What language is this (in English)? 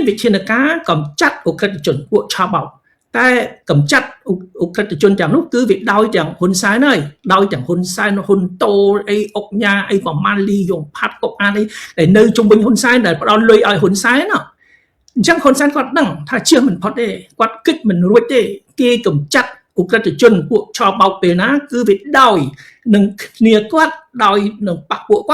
Khmer